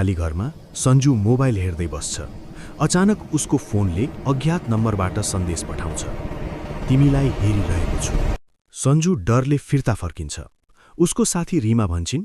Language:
Nepali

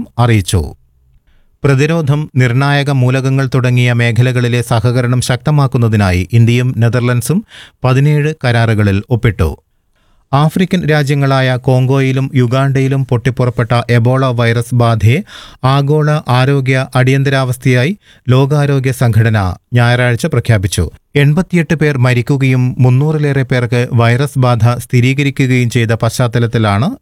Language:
Malayalam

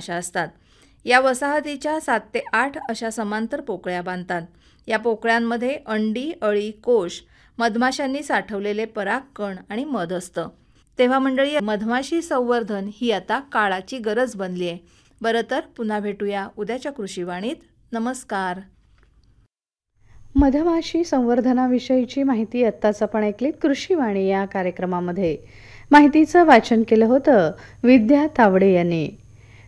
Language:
Marathi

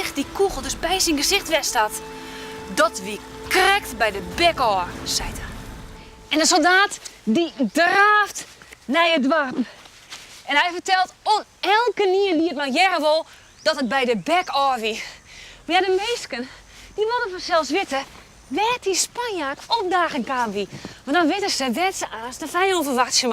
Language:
Western Frisian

